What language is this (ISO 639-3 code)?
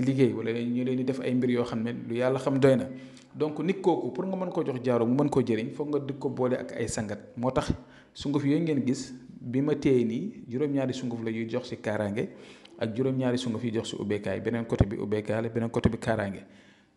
wol